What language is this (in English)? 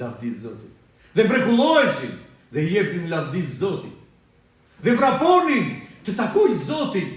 Albanian